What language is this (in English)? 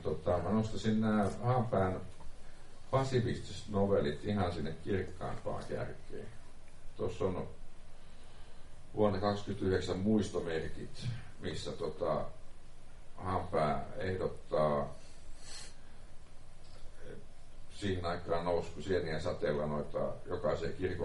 Finnish